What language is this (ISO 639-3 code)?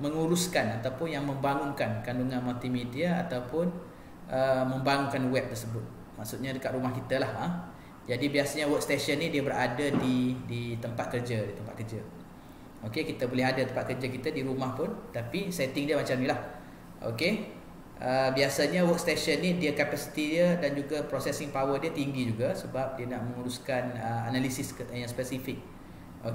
msa